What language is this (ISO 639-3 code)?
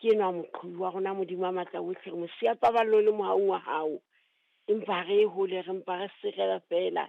sot